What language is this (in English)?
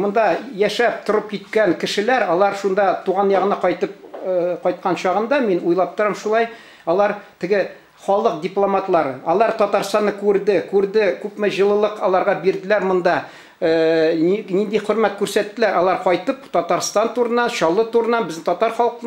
Tatar